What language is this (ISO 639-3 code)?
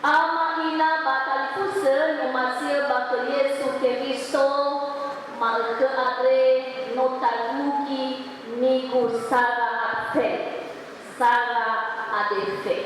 nia